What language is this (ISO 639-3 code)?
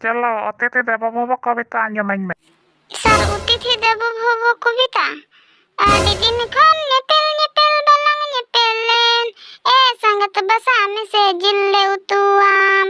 sat